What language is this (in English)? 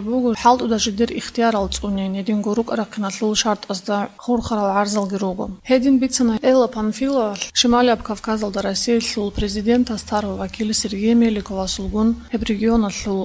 Avaric